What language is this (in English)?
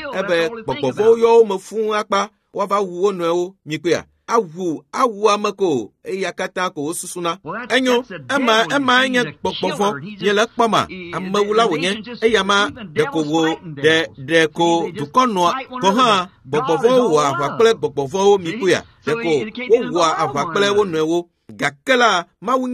Ewe